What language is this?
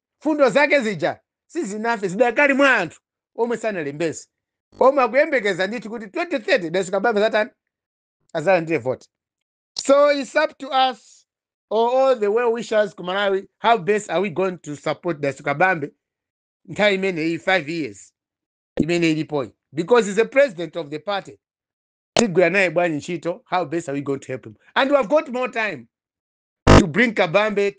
Nyanja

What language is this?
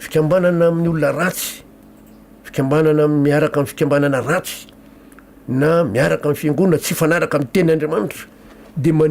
Malagasy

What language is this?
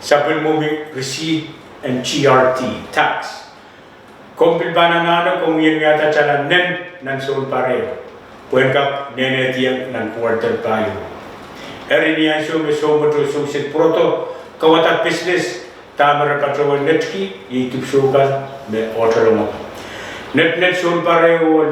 Pohnpeian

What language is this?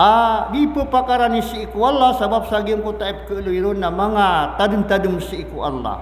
Maranao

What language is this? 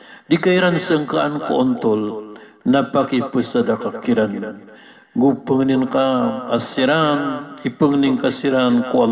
Maranao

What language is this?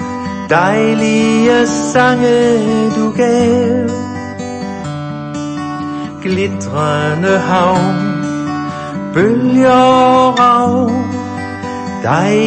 Danish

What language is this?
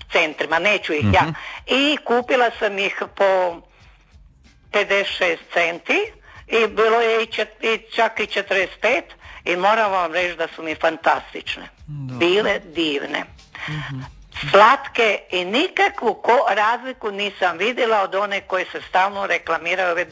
Croatian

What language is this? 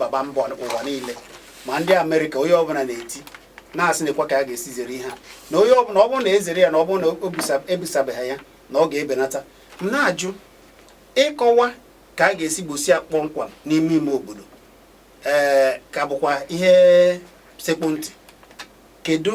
Igbo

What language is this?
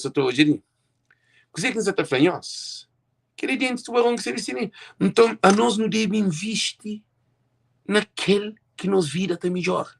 Kabuverdianu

